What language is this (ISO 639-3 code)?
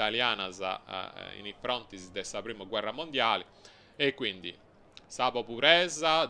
srd